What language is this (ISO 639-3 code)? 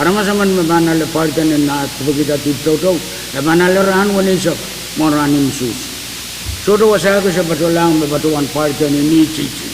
pon